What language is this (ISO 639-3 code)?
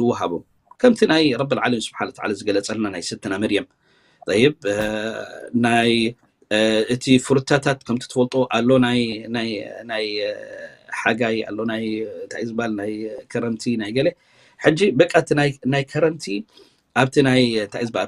tir